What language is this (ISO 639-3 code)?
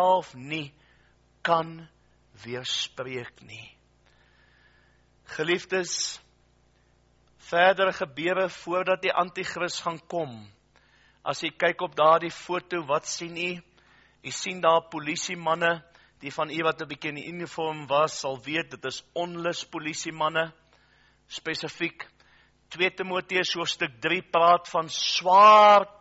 afr